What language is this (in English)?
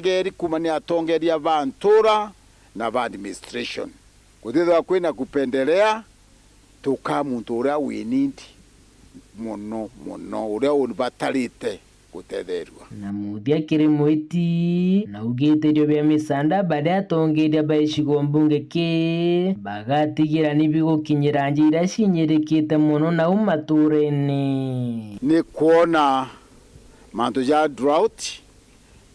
Meru